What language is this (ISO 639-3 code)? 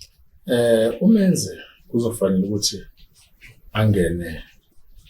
zul